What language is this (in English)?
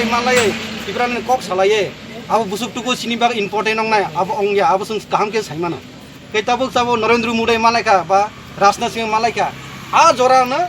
Kok Borok